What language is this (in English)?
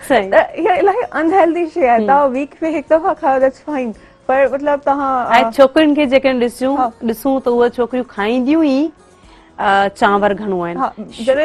Sindhi